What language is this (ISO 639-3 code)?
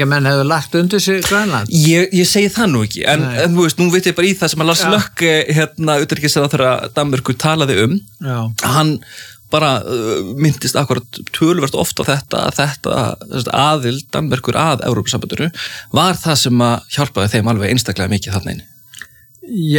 isl